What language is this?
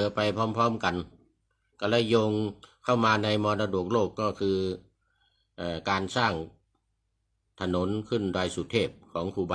Thai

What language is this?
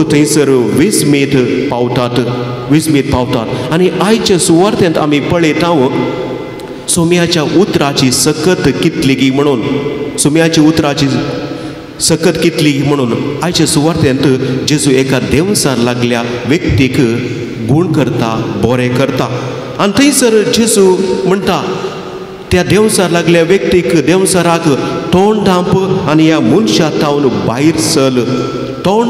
Konkani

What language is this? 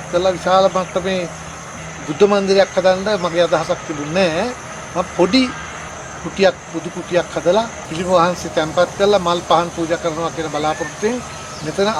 Sinhala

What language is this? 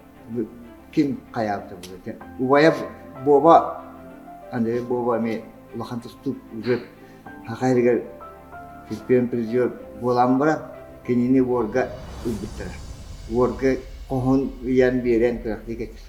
Yakut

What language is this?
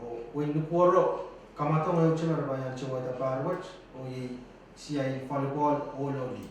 Pohnpeian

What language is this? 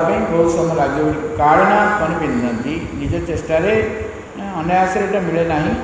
Odia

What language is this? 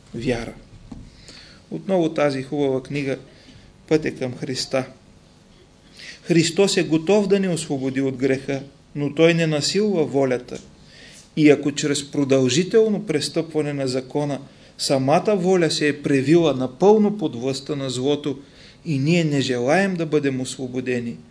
Bulgarian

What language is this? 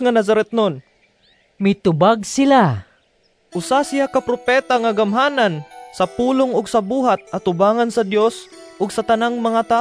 Cebuano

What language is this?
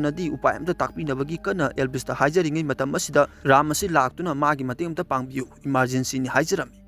Manipuri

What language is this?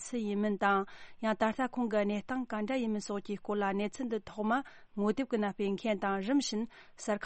Tibetan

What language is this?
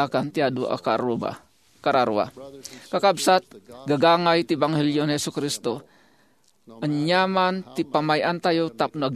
Iloko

